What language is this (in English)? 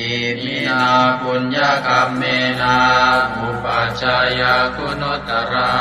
Pali